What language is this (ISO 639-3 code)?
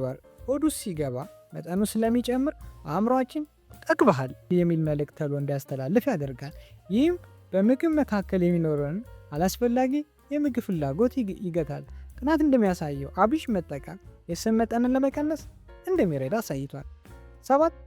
amh